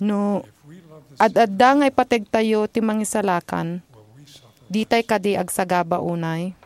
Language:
Iloko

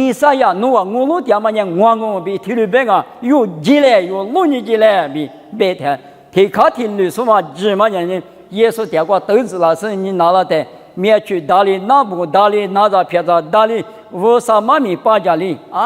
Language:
Lisu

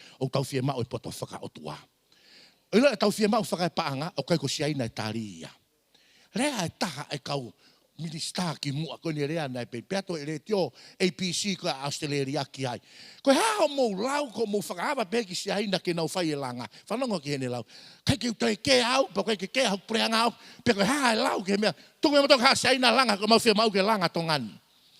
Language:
Tongan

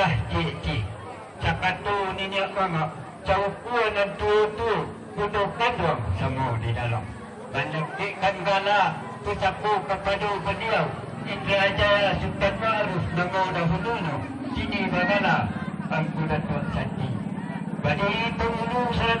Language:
Minangkabau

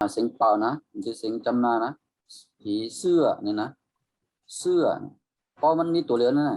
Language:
Shan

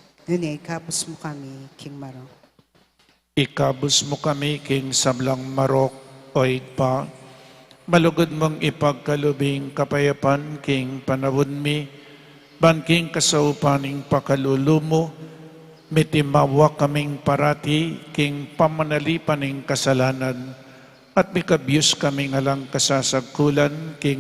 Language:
Pampanga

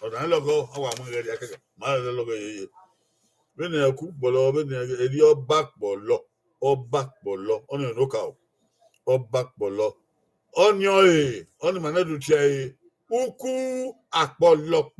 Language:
Bini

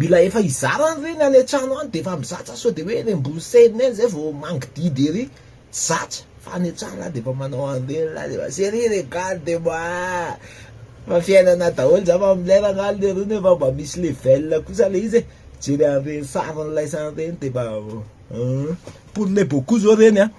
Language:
Malagasy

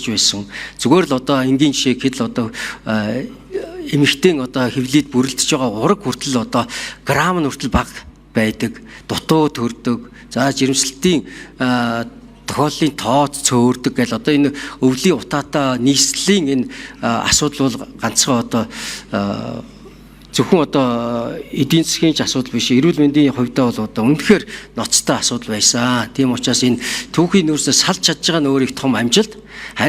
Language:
Mongolian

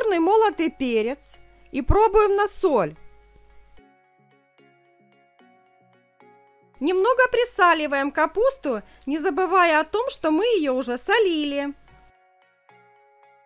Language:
Russian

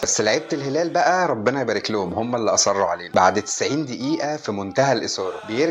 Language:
Egyptian Arabic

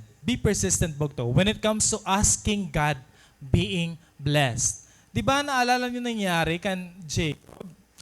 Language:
Waray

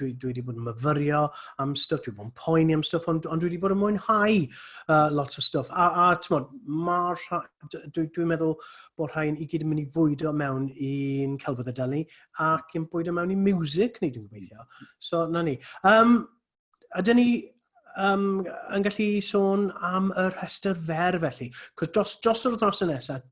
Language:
Welsh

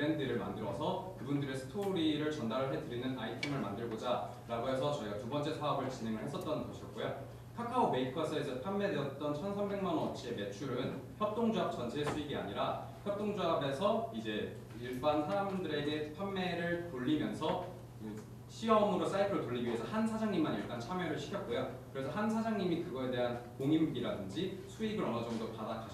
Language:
Korean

